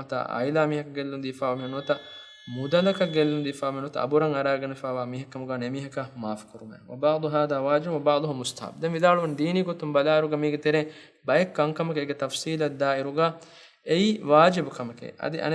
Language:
Divehi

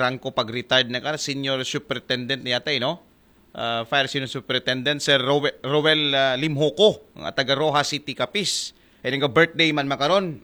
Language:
Aklanon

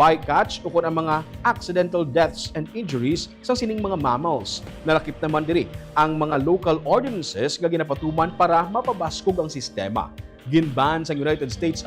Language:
Hiligaynon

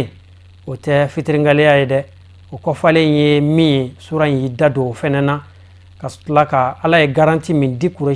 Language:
Bambara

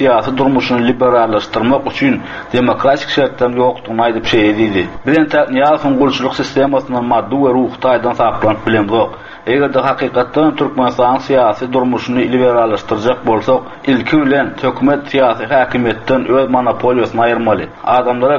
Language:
Turkmen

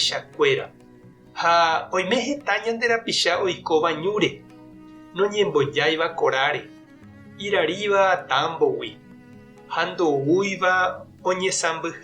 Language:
Guarani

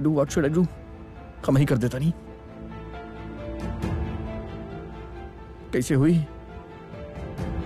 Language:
Bhojpuri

